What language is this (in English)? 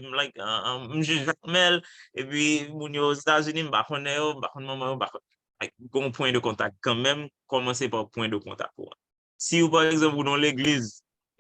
Haitian Creole